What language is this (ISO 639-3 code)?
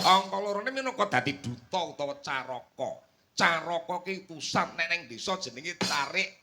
jav